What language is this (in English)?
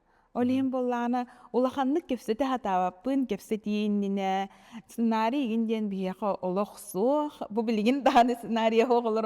Yakut